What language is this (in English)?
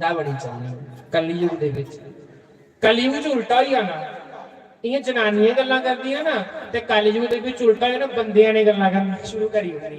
Dogri